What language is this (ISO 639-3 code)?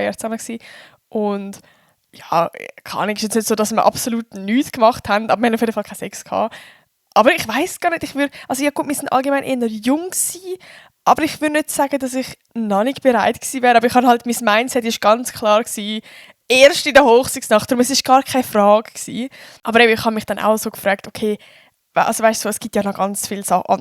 gsw